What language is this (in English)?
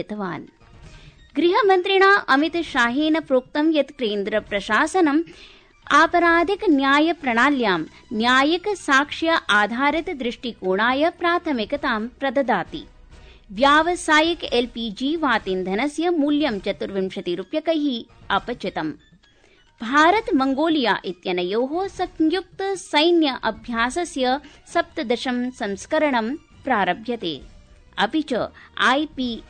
Sanskrit